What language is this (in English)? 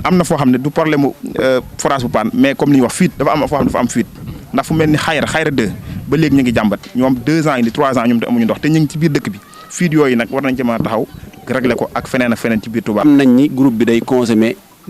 Wolof